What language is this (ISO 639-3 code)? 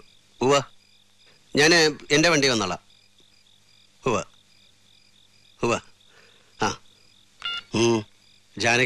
mal